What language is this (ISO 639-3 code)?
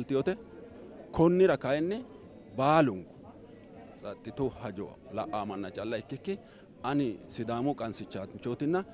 sid